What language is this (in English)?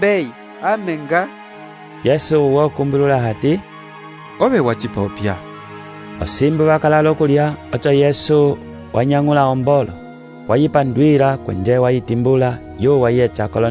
Umbundu